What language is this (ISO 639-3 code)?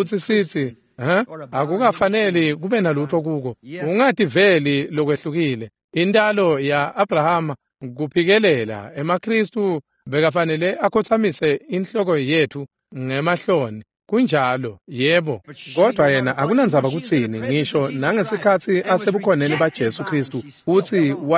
ssw